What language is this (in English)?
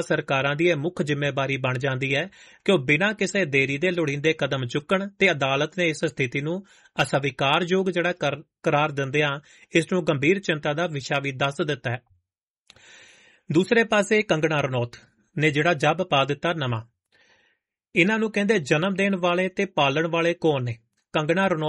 Punjabi